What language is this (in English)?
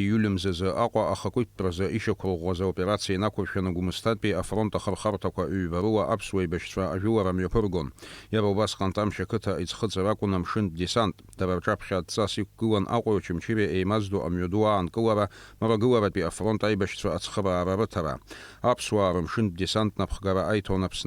Abkhazian